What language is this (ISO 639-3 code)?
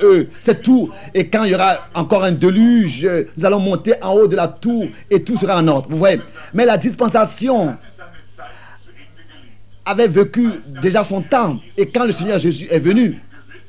fra